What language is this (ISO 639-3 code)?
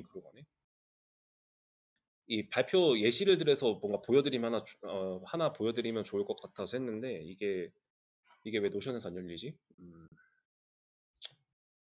kor